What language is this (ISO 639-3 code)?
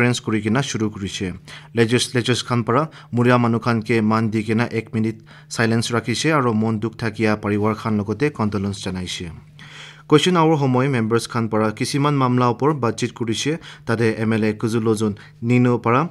nag